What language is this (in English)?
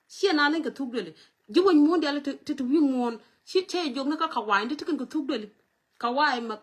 Nuer